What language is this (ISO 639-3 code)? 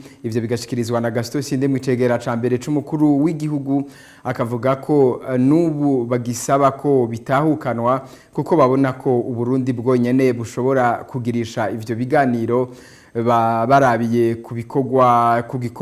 run